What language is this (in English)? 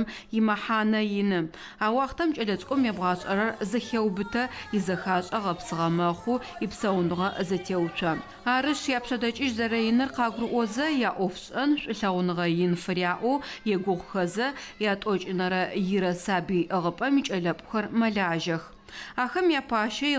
Adyghe